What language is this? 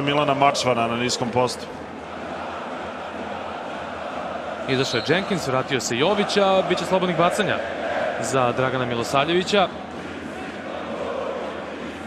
Serbian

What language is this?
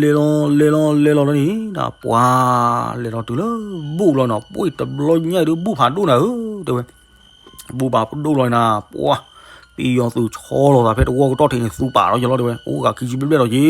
S'gaw Karen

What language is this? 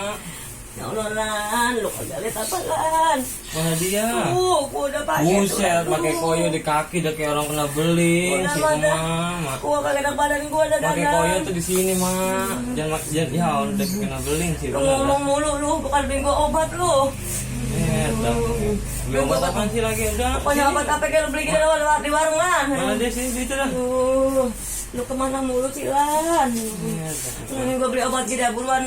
Betawi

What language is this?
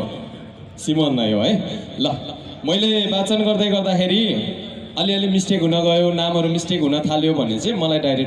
Nepali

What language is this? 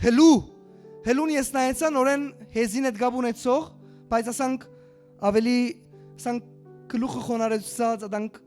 Western Armenian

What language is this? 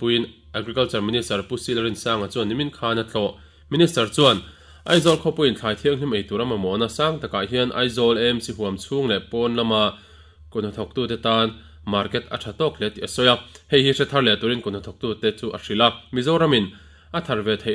Mizo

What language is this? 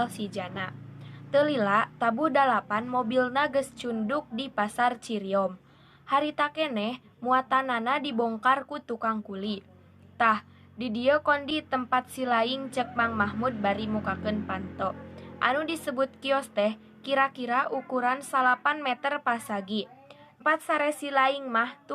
Sundanese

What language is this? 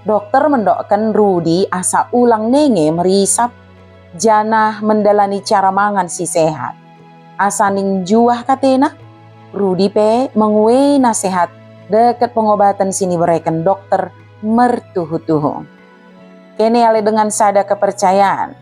Batak Dairi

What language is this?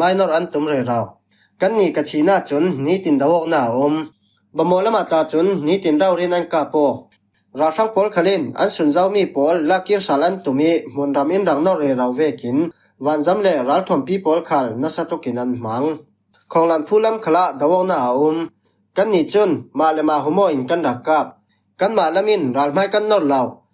Falam Chin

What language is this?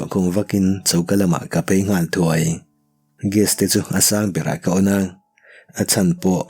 Mizo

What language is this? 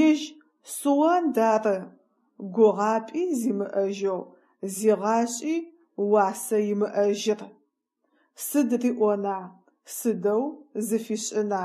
Adyghe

